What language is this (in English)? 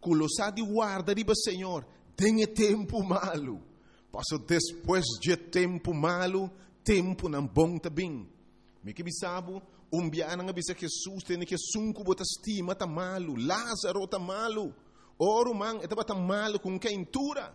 Papiamento